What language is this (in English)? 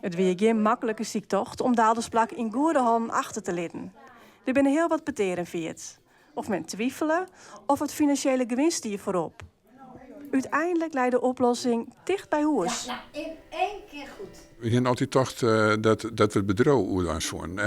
Western Frisian